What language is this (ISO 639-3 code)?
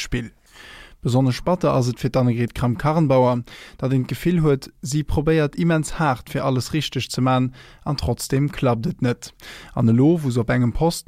ltz